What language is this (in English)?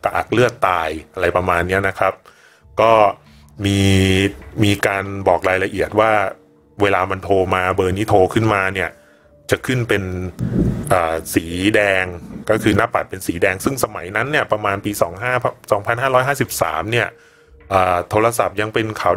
Thai